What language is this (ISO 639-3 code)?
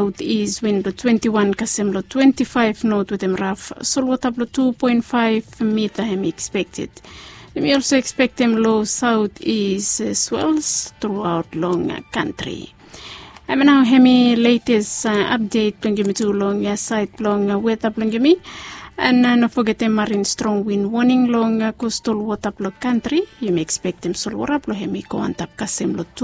bis